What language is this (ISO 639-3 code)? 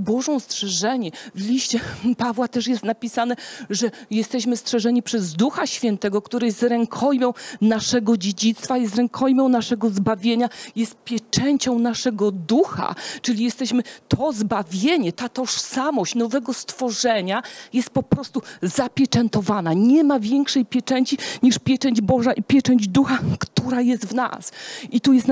pol